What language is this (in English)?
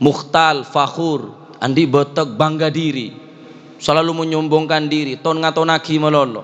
Madurese